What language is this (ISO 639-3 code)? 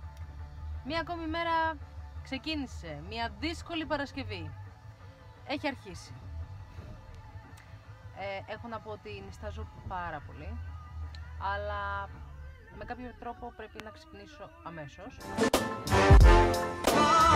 ell